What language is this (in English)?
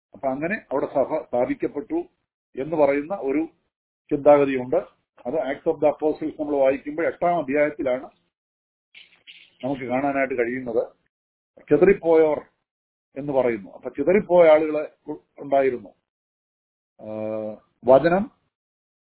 Malayalam